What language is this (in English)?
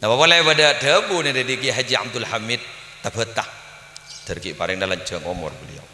Madurese